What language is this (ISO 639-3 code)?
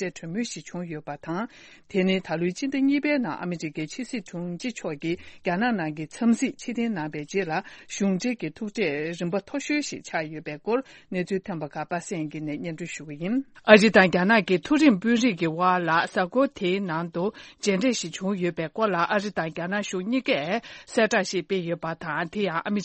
bod